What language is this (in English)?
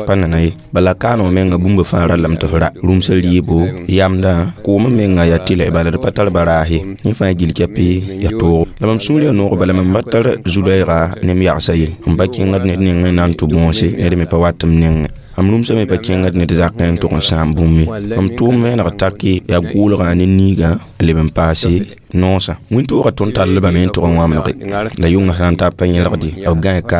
Mossi